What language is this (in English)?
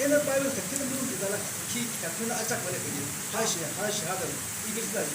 Yimchungru Naga